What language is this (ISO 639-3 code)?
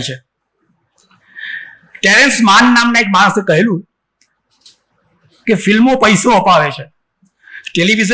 guj